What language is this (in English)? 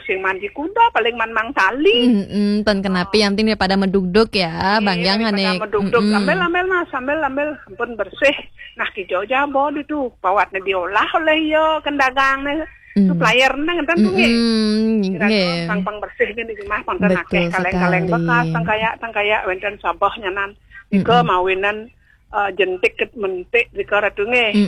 Balinese